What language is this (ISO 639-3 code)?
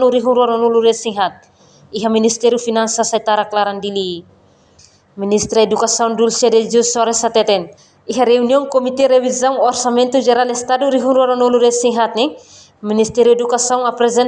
tet